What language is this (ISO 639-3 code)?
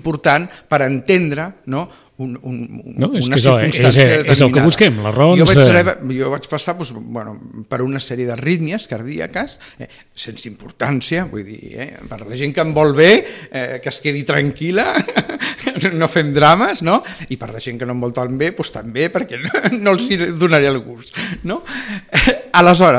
cat